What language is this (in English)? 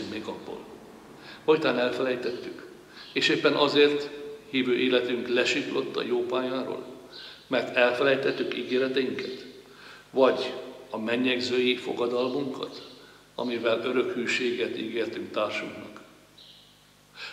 Hungarian